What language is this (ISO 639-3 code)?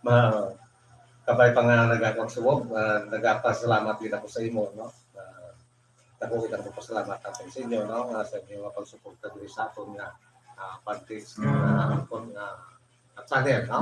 hil